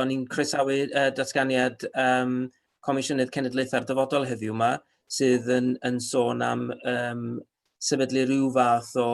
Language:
Welsh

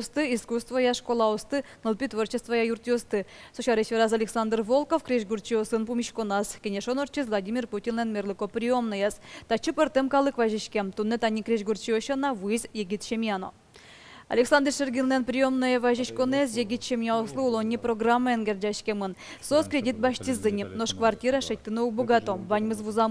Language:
Udmurt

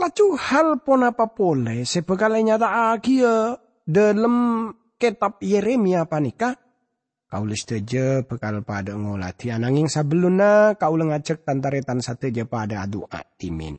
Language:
Madurese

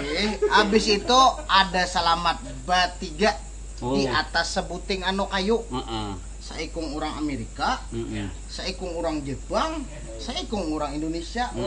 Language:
Banjar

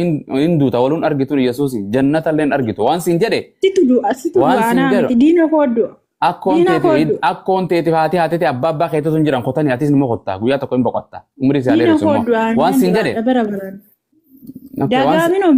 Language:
Oromo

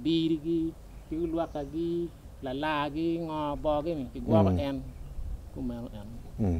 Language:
Acoli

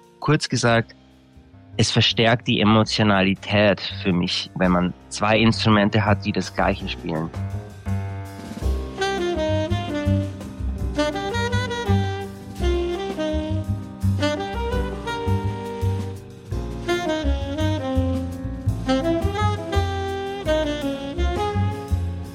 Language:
German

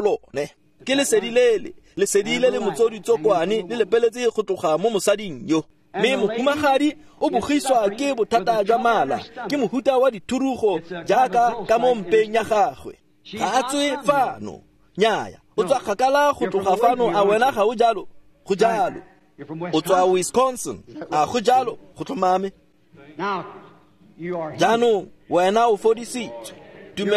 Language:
Tswana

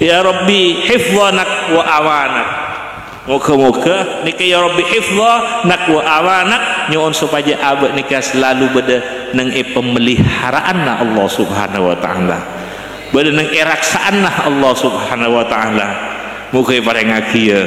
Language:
Madurese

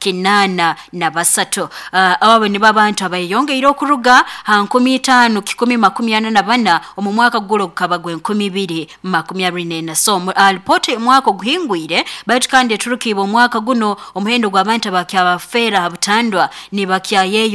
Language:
Nyoro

